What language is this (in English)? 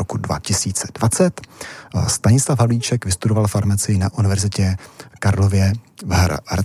Czech